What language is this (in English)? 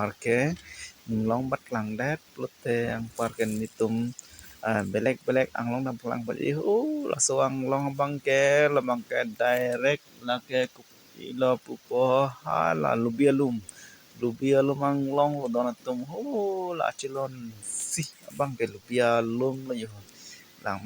Karbi